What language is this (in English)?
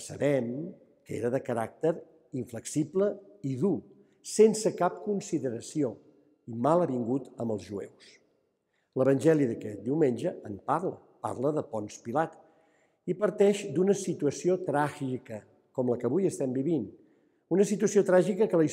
Catalan